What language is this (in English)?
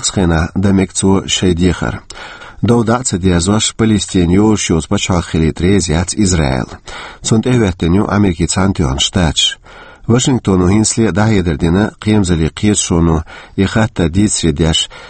Chechen